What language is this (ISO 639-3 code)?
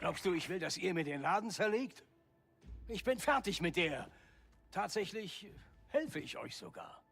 bar